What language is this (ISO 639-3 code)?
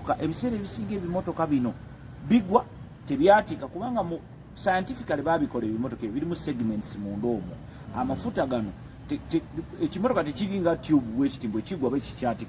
lug